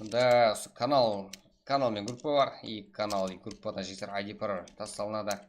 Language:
Kara-Kalpak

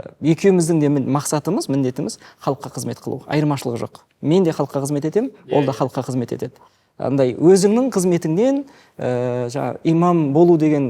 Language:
Kazakh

